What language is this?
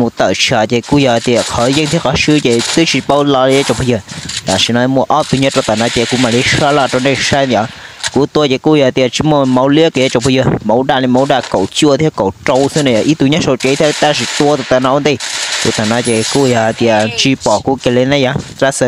Hmong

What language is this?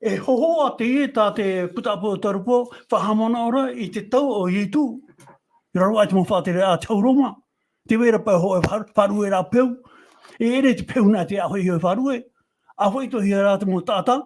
Tahitian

